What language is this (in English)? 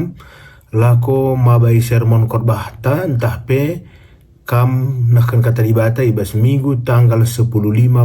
Batak Karo